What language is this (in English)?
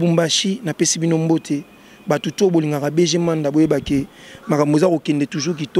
Lingala